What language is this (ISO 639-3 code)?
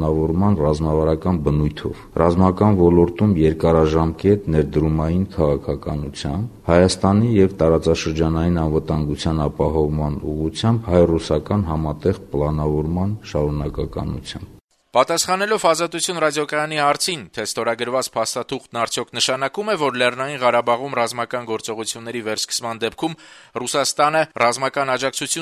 hye